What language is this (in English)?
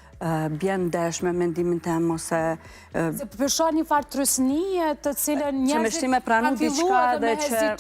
Albanian